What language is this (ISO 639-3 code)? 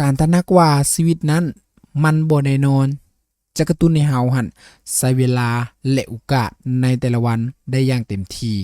lao